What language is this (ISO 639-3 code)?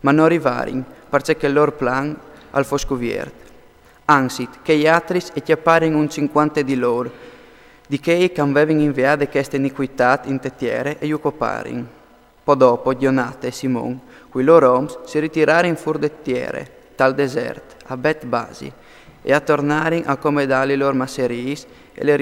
fur